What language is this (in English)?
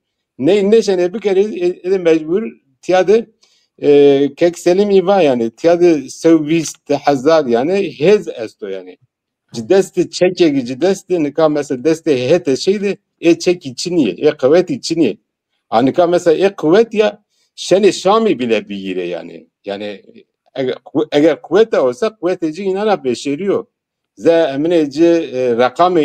Zaza